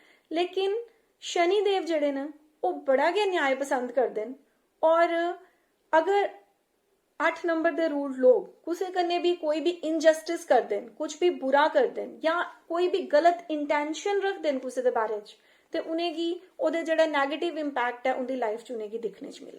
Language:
Dogri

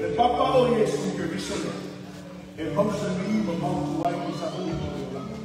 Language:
Samoan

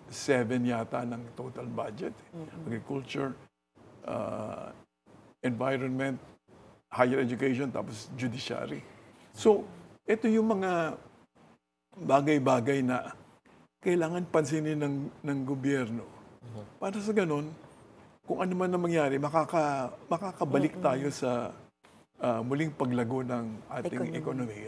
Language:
Filipino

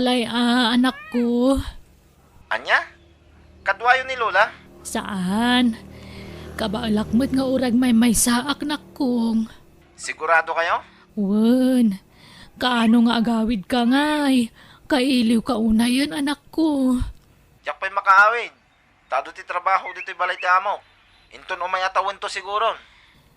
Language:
Iloko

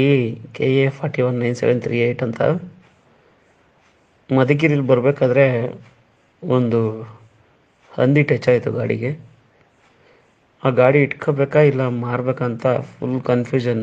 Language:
Kannada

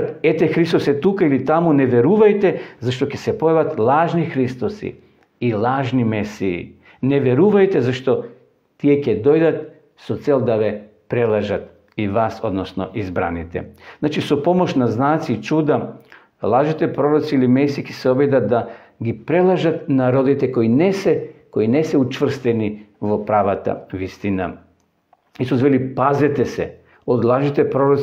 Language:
Macedonian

